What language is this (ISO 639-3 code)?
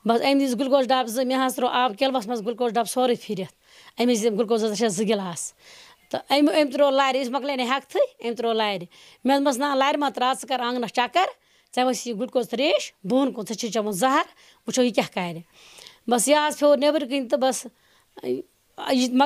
kas